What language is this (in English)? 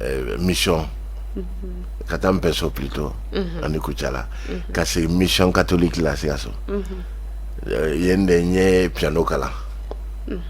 Bambara